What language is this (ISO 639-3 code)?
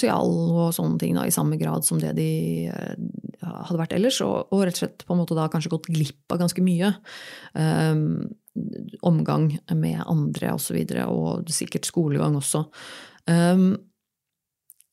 nor